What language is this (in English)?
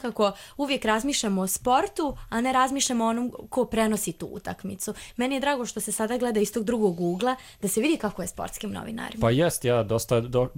Serbian